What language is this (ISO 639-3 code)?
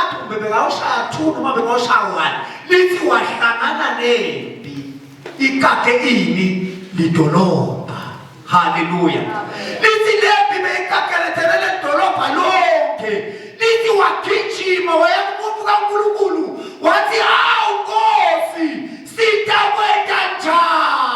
zul